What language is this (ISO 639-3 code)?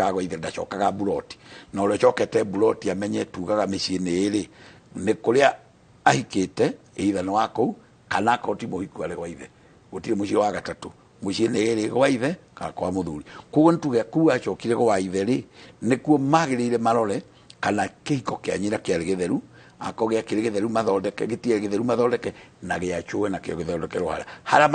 kik